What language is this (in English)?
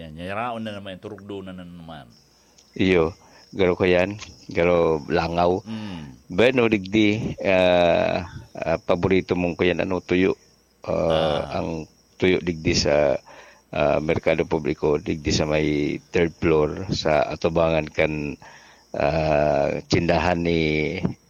Bikol